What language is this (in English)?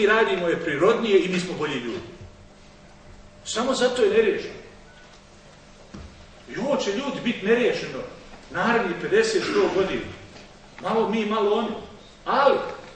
Bosnian